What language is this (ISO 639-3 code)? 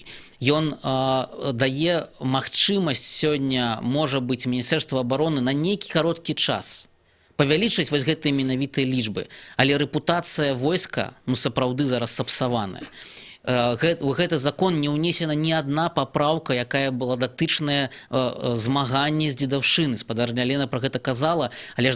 bel